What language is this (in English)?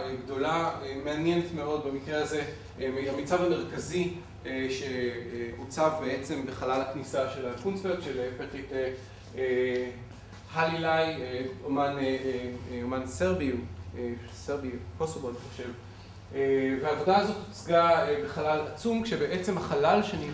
Hebrew